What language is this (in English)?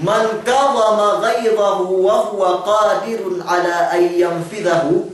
Yakan